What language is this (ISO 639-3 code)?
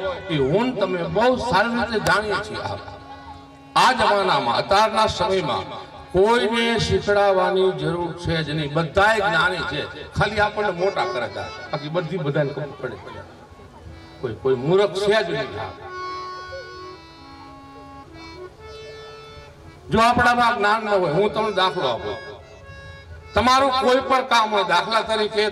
guj